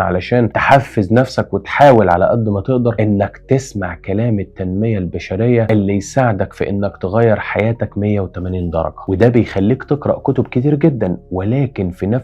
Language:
Egyptian Arabic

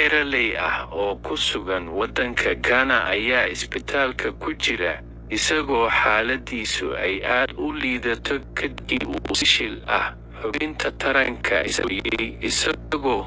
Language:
Somali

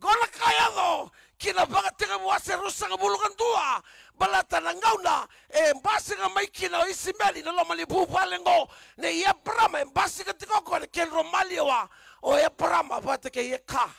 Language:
Fijian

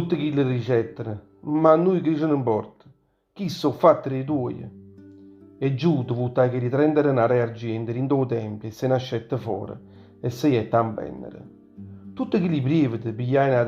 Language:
Neapolitan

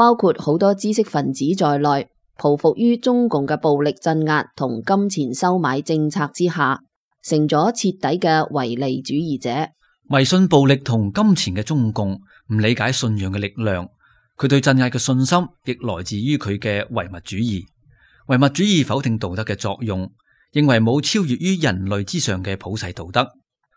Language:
Cantonese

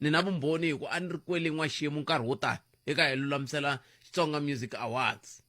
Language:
Tsonga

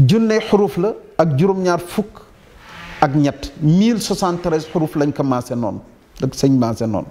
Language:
Wolof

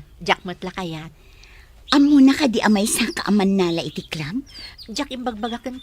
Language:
Iloko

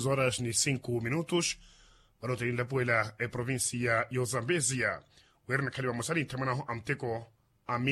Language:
Makhuwa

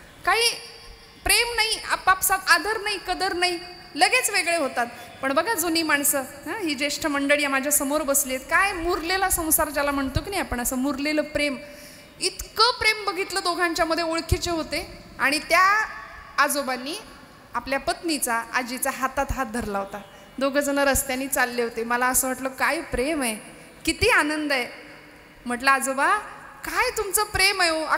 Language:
Marathi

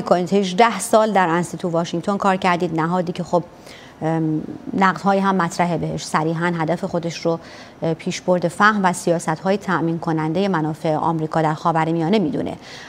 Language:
Persian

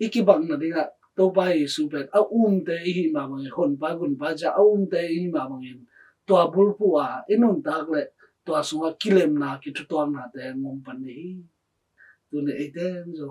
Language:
Tedim Chin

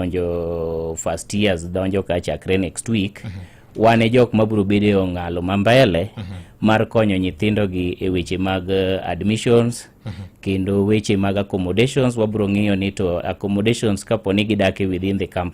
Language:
Luo (Kenya and Tanzania)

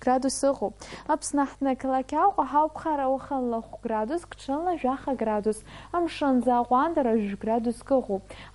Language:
Abkhazian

